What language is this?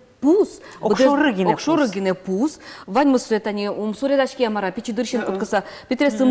Udmurt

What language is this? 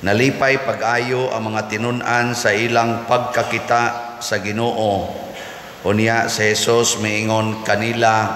Cebuano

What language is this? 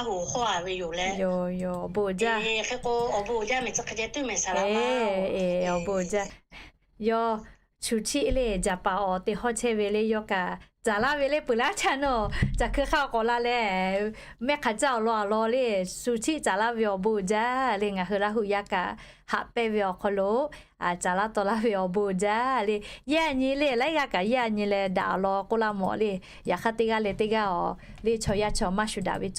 Lahu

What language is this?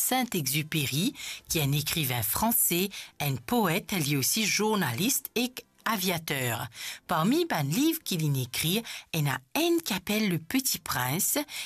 Morisyen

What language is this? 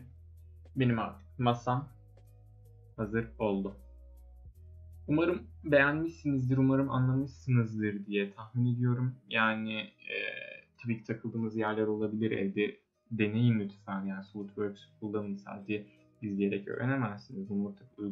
Turkish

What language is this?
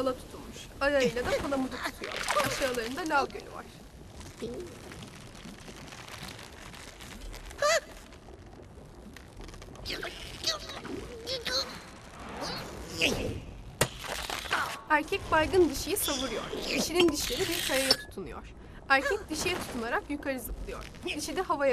Turkish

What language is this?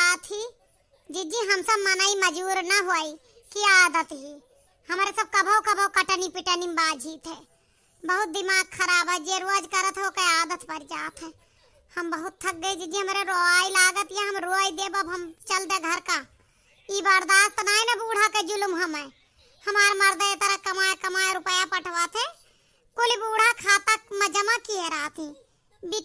Awadhi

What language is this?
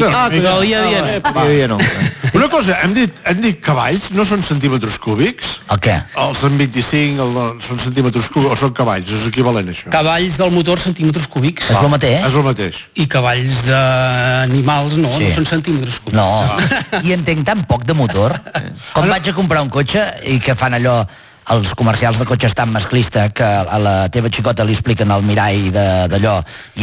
Catalan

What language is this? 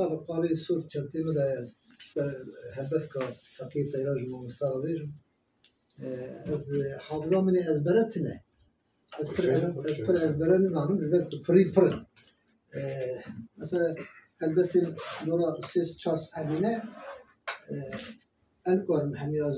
Kurdish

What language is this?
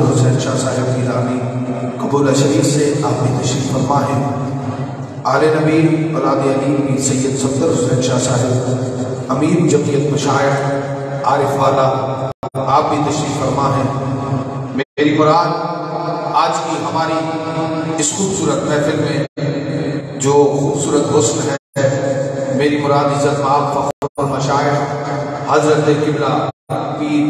Urdu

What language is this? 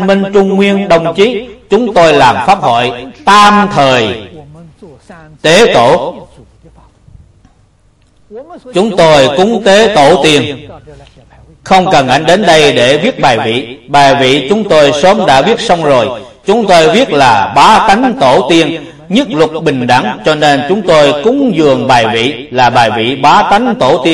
Vietnamese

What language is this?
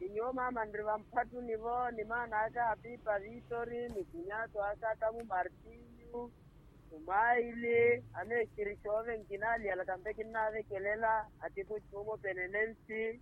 Makhuwa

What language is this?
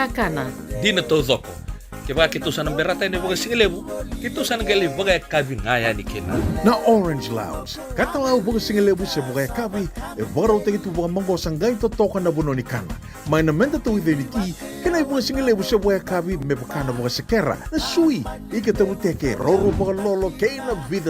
Fijian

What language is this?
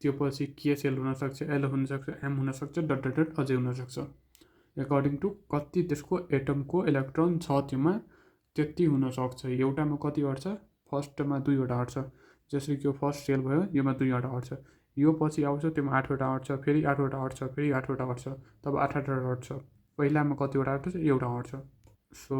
Nepali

